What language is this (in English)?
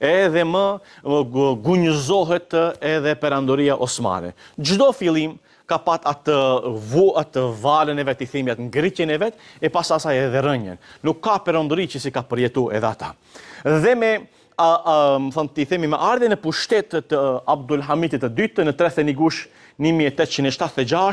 Albanian